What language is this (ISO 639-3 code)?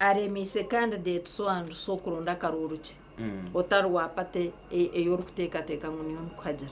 nyn